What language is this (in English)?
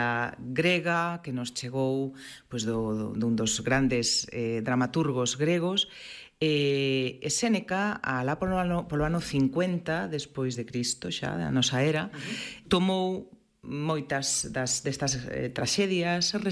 Galician